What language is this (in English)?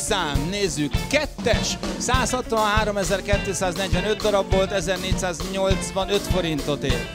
Hungarian